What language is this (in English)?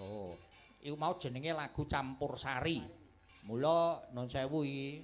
Javanese